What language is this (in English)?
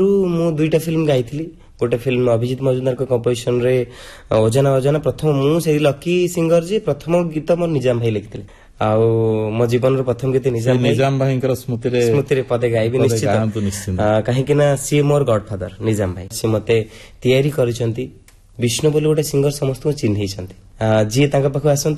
Odia